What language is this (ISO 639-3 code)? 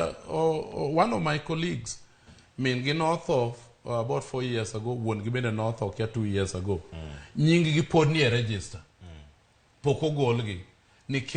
luo